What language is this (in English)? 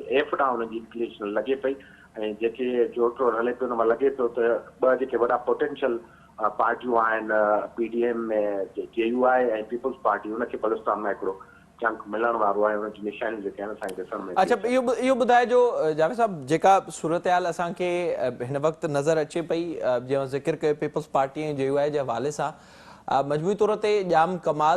Sindhi